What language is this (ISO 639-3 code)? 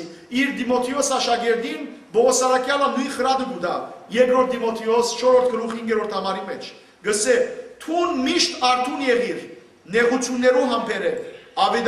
hyw